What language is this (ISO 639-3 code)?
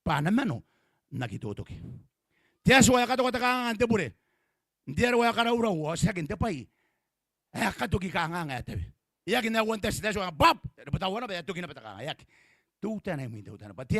gil